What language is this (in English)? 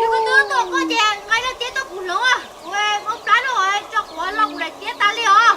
Hmong